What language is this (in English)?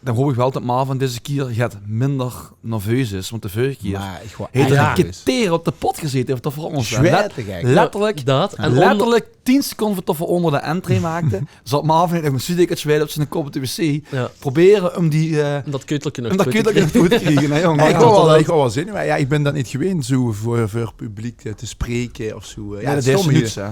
Limburgish